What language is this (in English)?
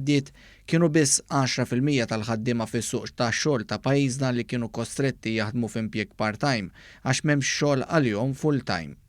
Maltese